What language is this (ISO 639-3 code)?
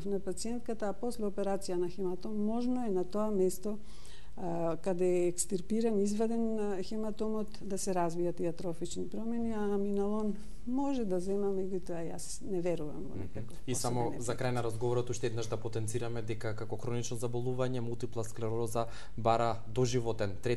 mkd